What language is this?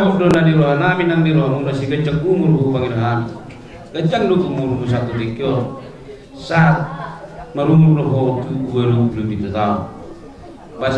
Batak Toba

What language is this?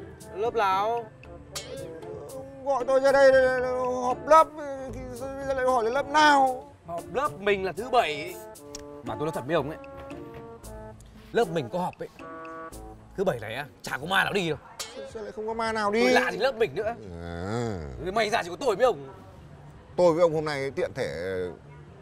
Vietnamese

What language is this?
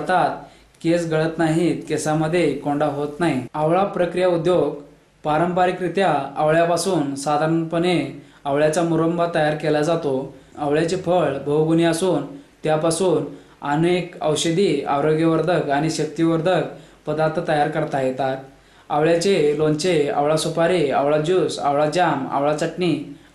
Marathi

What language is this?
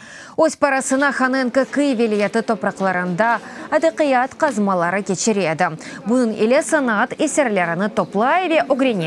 Crimean Tatar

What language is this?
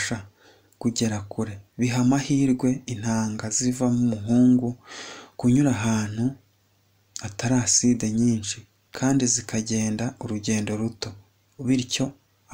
Kinyarwanda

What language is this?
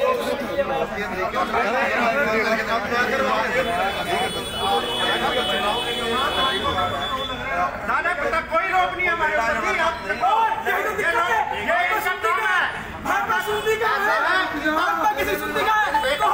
Hindi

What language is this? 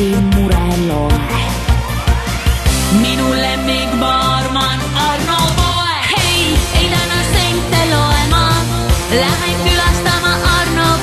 Estonian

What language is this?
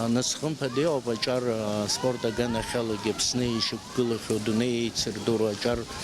Abkhazian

